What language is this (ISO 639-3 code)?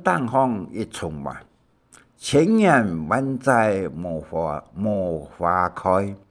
hak